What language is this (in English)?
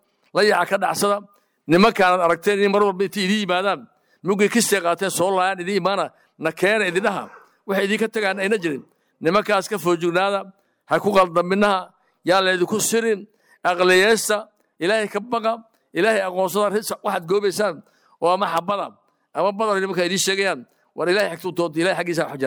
Somali